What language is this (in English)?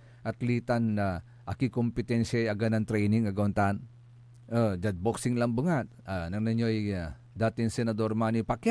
Pangasinan